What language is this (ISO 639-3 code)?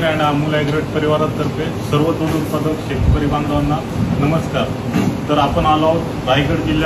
mar